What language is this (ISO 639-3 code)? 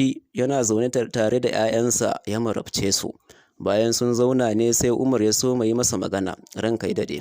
hau